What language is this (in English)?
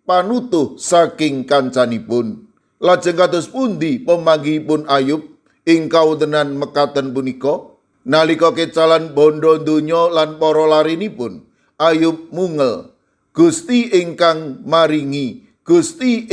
Javanese